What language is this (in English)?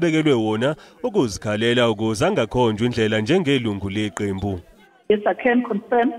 Zulu